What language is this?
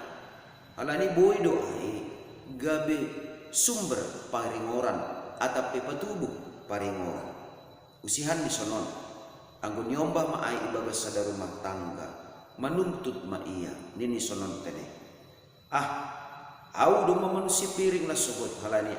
Batak Simalungun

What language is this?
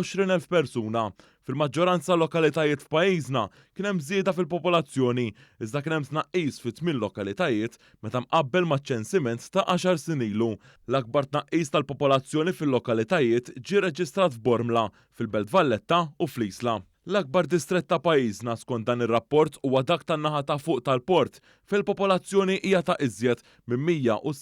Maltese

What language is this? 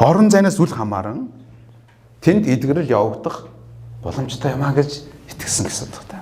Mongolian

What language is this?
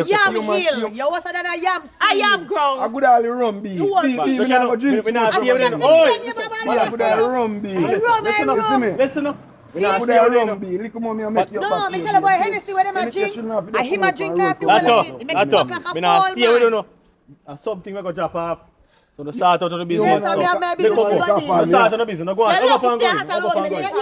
Jamaican Creole English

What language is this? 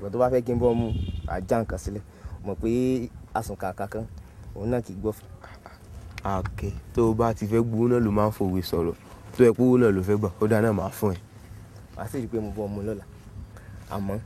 Yoruba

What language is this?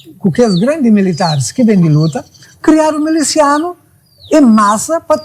Kabuverdianu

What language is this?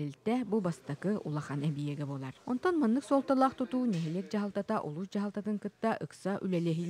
Yakut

